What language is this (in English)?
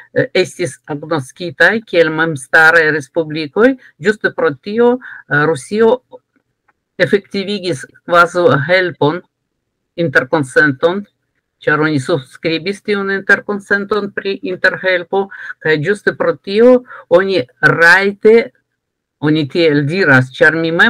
Esperanto